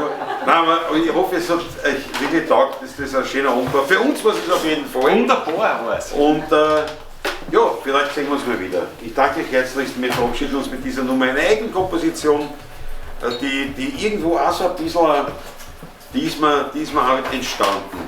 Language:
Bavarian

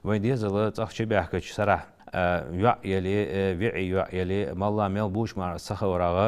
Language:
Ingush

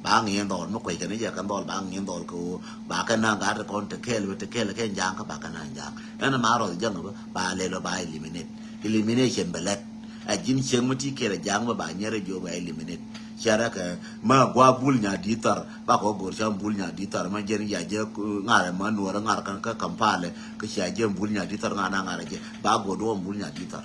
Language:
Nuer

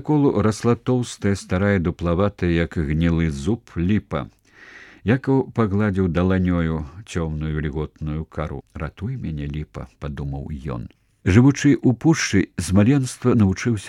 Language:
Belarusian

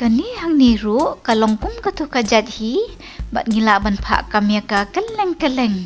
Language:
Khasi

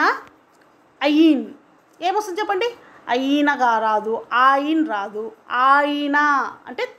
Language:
Telugu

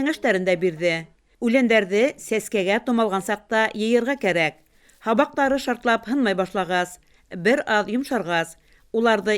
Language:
Bashkir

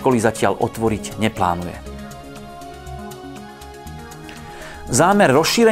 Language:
Slovak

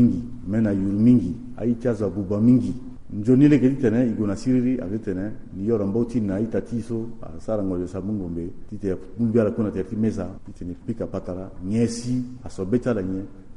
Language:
Sango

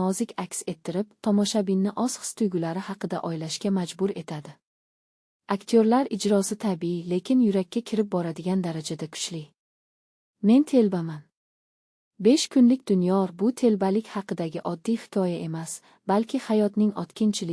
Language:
Uzbek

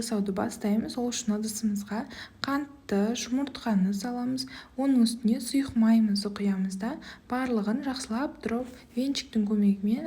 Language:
Kazakh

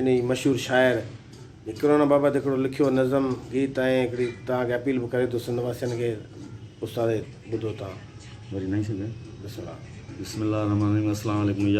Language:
Sindhi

